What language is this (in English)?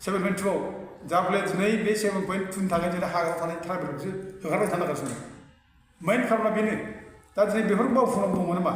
Bodo